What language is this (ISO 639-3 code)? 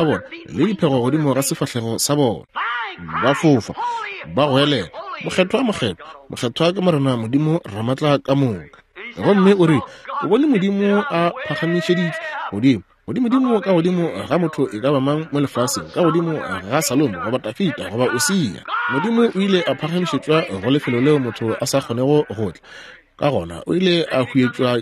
nso